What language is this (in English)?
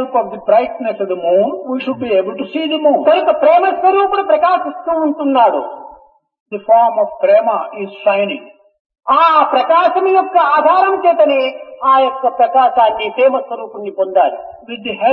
Telugu